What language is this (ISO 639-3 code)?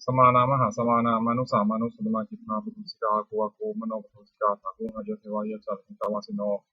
pli